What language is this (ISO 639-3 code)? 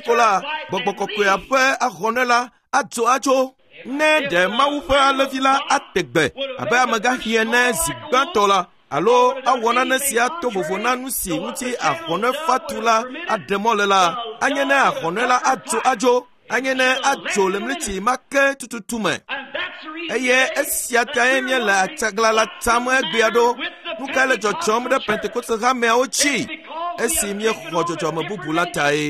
ewe